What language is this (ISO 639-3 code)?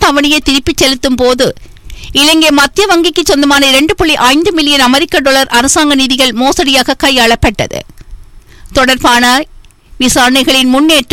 tam